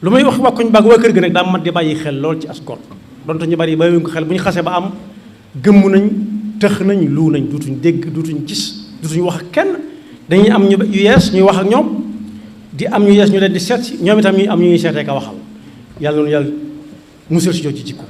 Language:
Wolof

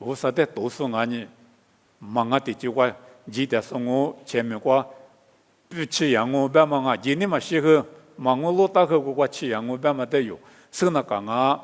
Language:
Lisu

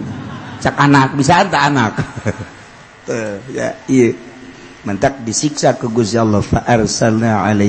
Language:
Sundanese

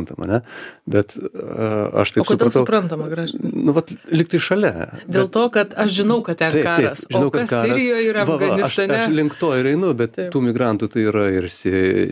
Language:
Lithuanian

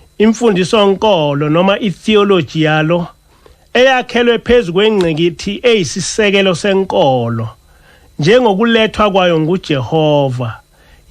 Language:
Zulu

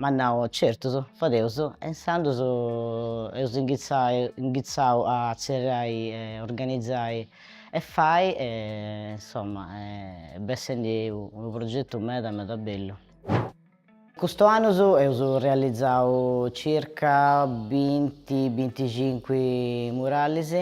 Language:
Sardinian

